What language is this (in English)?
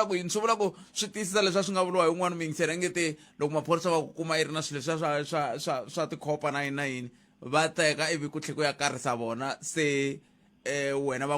Tsonga